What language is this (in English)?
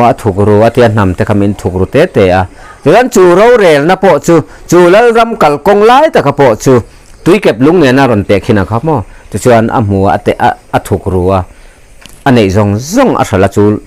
Mizo